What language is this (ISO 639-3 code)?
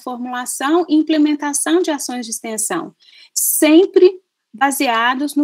por